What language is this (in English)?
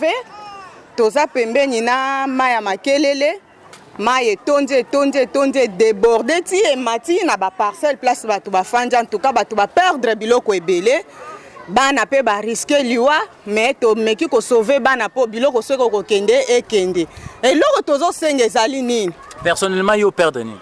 Lingala